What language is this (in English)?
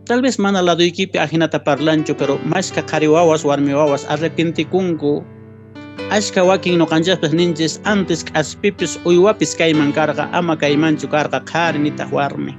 Quechua